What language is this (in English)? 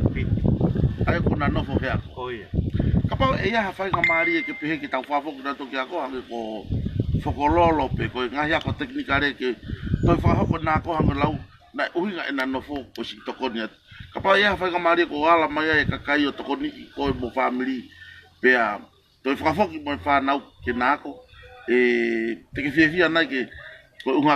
Tongan